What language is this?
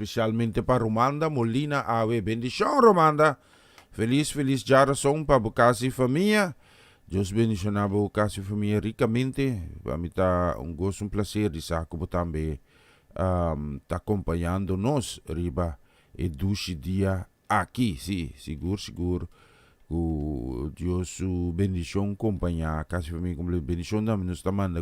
Papiamento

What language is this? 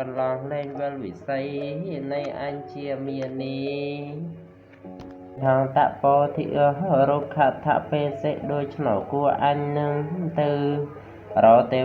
Khmer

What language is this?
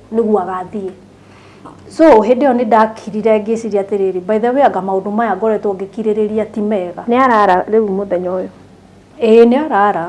Kikuyu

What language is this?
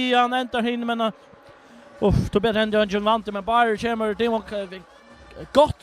Faroese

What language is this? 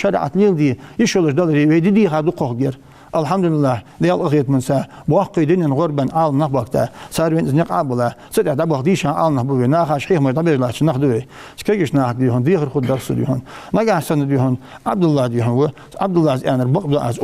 Ingush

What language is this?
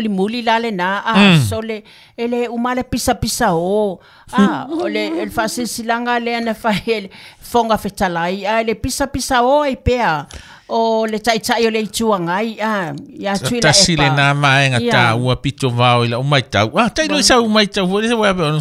Samoan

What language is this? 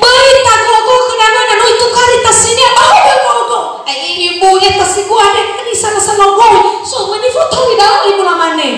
Nias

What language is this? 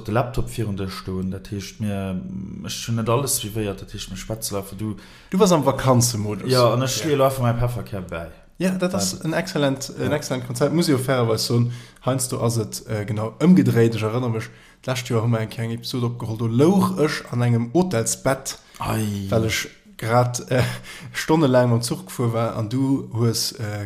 Luxembourgish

